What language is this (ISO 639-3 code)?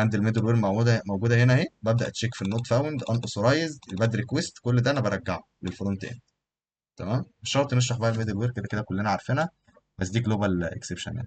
arz